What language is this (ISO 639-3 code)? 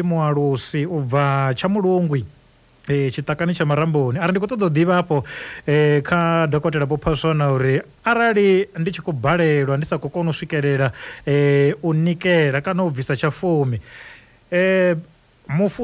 ven